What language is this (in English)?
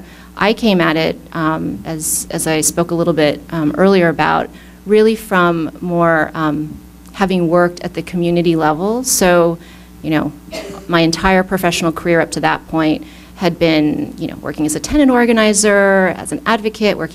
English